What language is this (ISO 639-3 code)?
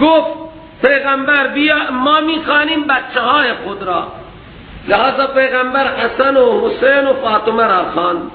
fas